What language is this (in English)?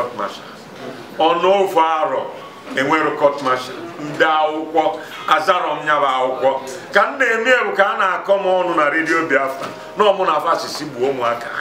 Igbo